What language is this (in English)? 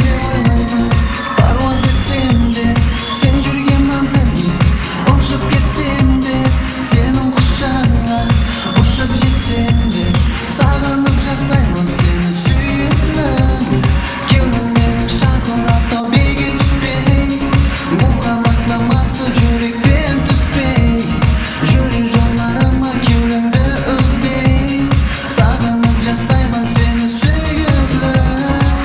Kara-Kalpak